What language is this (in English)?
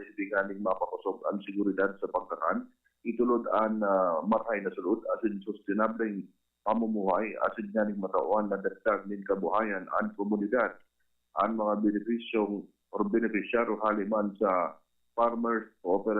Bikol